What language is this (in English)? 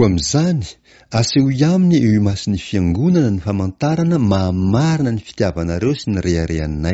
Malagasy